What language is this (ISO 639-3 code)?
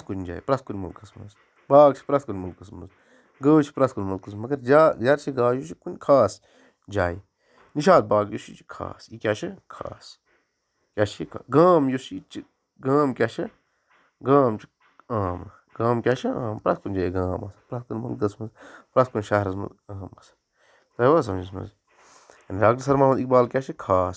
kas